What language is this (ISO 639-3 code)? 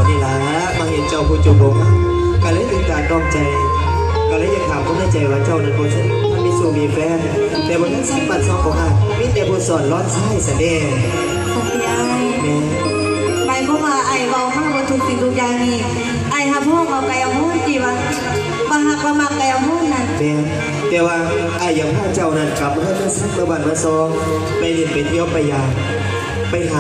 lao